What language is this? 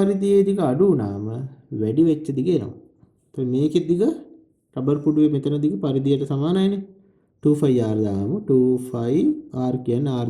Sinhala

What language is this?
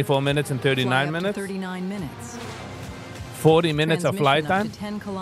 Yiddish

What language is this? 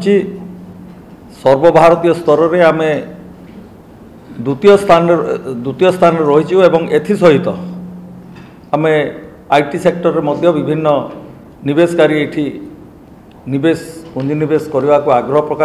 Odia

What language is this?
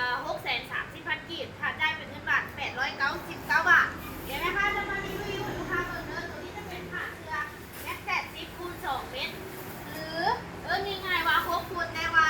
Lao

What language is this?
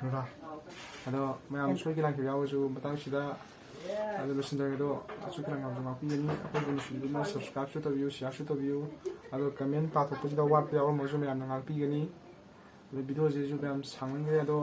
Manipuri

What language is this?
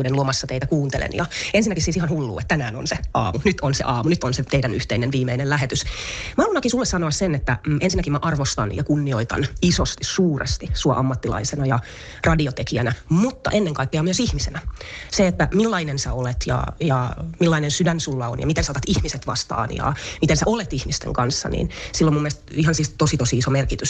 Finnish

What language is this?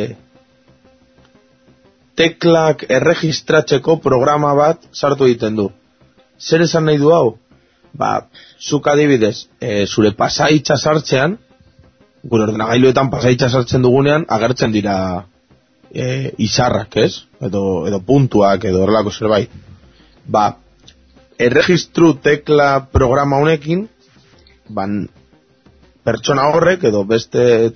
Basque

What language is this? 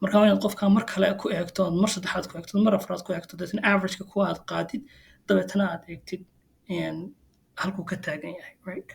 Somali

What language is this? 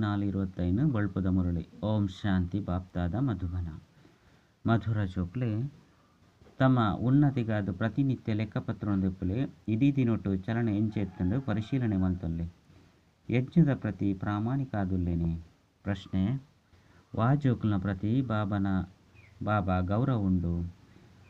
Tulu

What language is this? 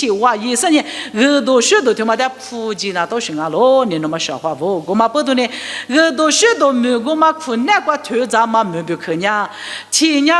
Lisu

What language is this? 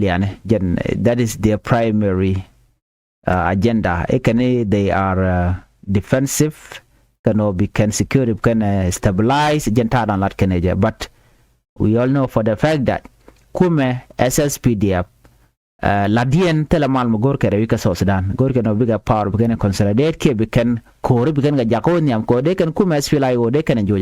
Nuer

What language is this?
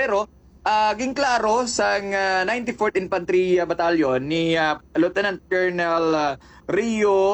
Hiligaynon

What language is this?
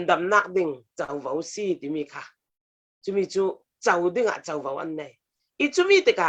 Falam Chin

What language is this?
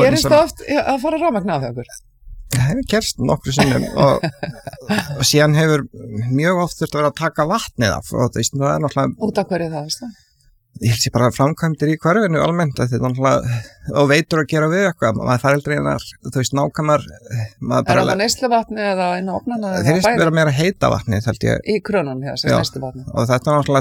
Icelandic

